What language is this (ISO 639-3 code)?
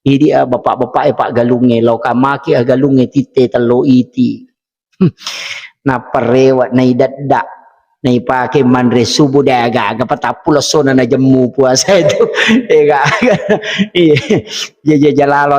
bug